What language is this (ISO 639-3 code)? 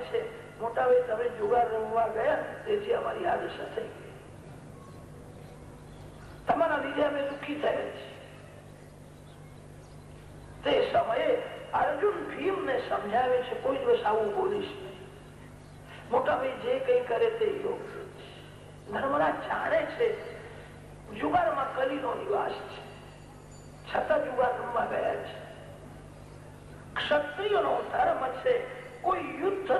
guj